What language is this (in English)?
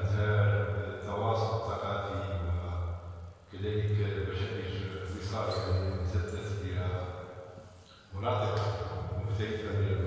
Moroccan Arabic